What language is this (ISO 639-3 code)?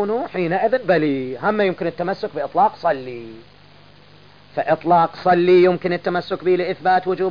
ara